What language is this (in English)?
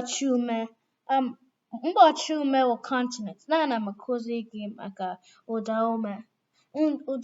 Igbo